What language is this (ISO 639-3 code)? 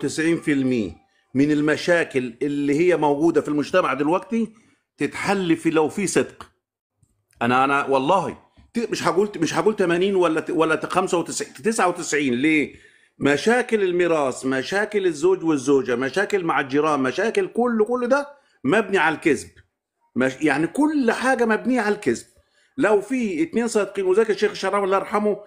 arz